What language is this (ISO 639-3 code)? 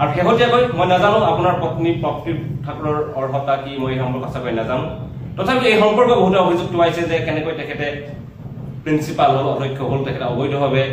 asm